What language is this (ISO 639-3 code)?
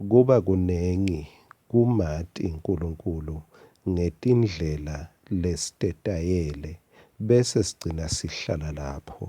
ssw